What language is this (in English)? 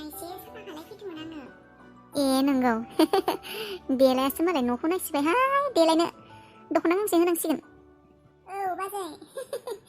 Bodo